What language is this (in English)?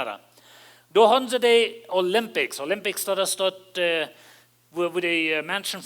Plautdietsch